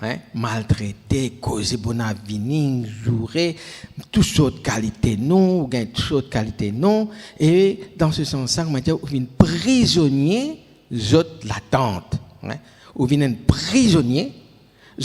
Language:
Morisyen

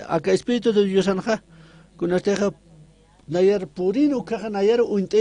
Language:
Aymara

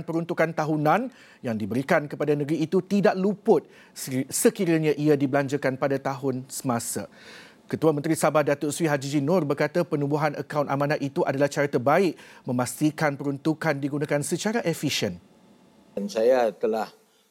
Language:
Malay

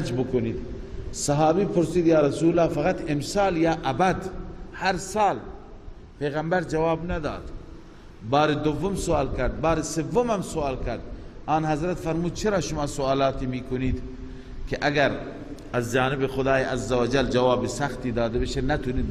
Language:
Persian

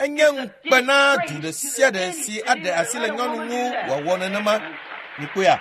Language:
Ewe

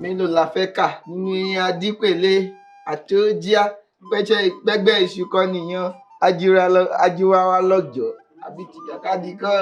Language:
Yoruba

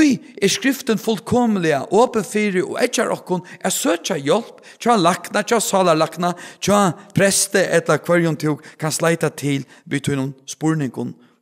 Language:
Faroese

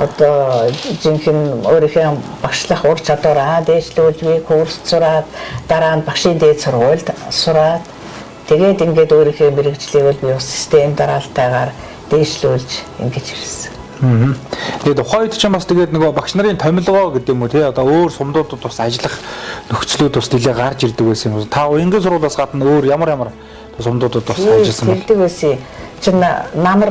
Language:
Mongolian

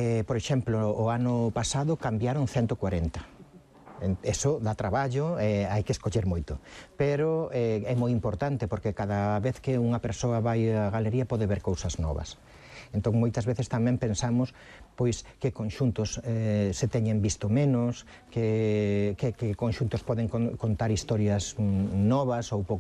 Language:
Galician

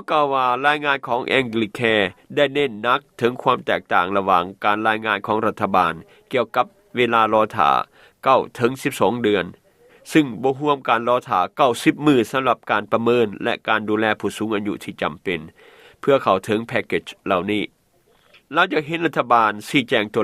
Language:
Lao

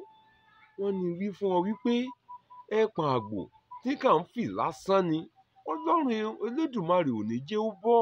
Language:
Yoruba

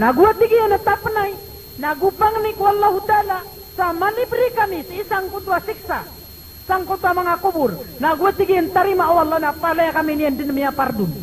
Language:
Maranao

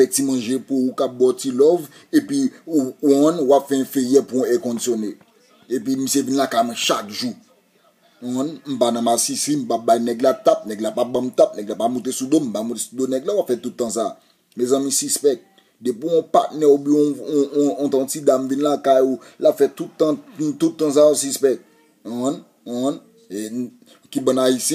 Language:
Haitian Creole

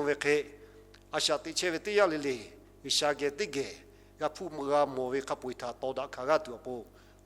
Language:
Lahu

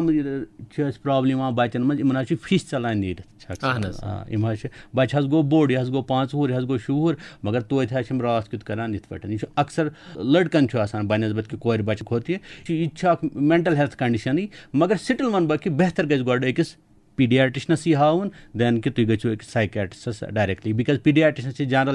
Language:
Kashmiri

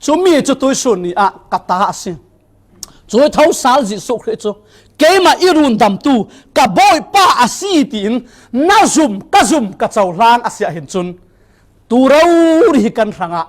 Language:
Falam Chin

